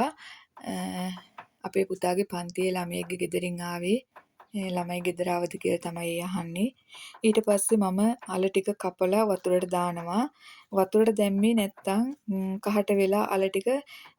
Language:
Sinhala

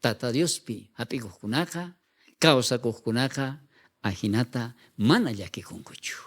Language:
South Bolivian Quechua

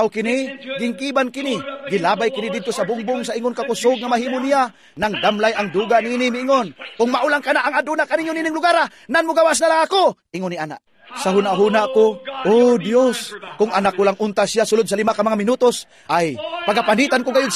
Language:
Cebuano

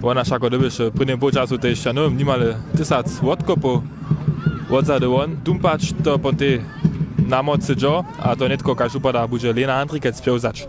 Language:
Upper Sorbian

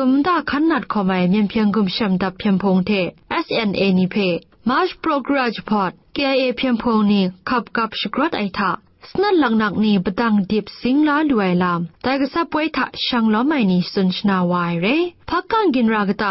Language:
Kachin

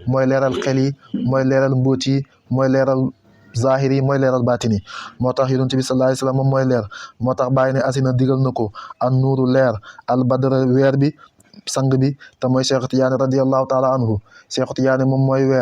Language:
Wolof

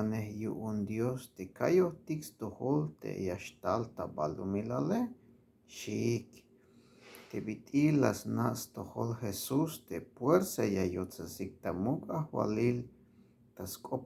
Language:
Tzeltal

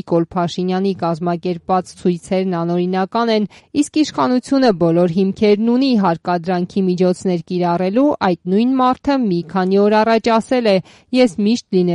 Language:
Armenian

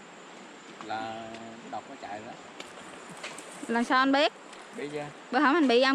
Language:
Vietnamese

